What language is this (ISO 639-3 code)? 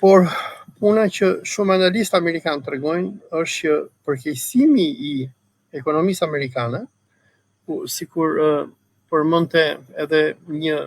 sqi